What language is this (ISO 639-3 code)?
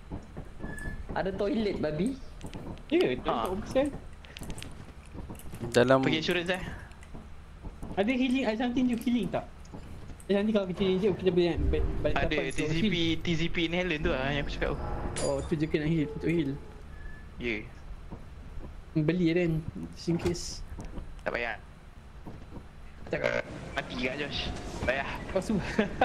msa